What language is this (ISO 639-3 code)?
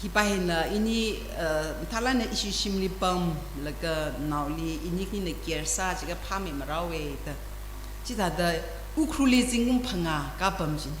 nmf